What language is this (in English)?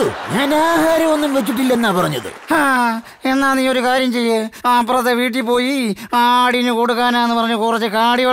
Malayalam